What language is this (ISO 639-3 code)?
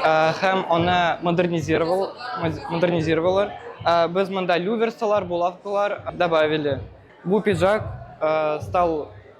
tat